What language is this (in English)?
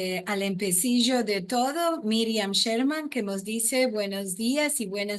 Ladino